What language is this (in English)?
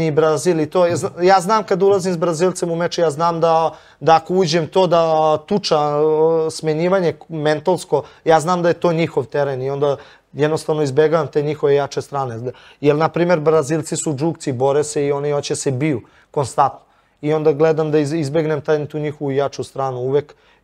Serbian